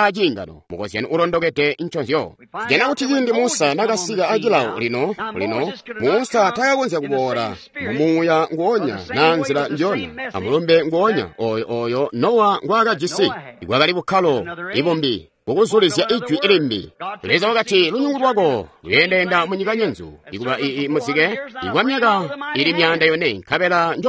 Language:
Tonga (Zambia)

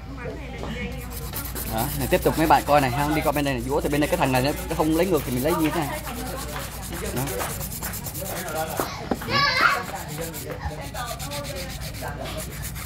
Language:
Vietnamese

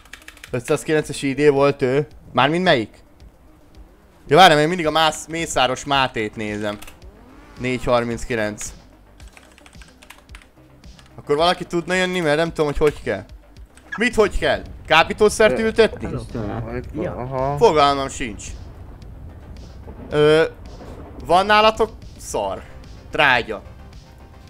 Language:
Hungarian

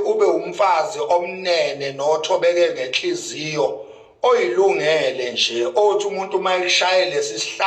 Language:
Zulu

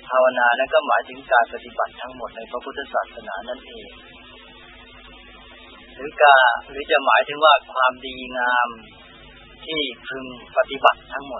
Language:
Thai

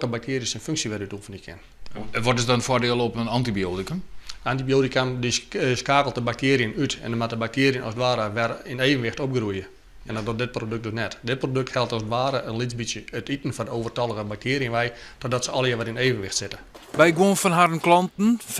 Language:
Western Frisian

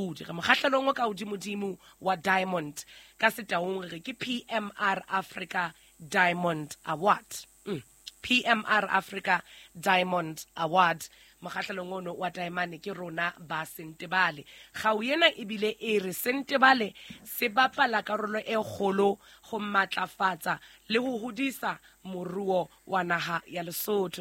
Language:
Southern Sotho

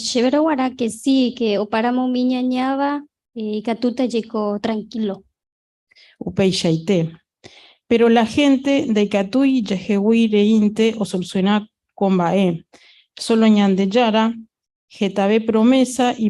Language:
Guarani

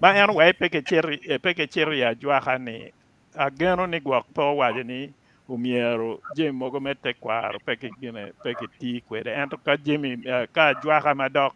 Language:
Acoli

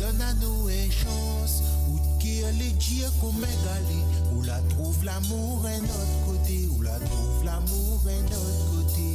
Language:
Morisyen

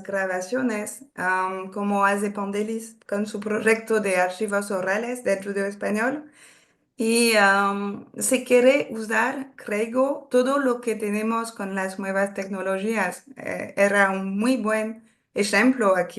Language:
Ladino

